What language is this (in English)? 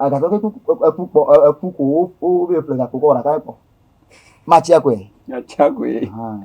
Ewe